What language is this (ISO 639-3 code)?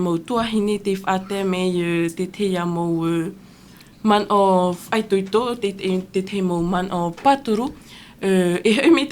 tah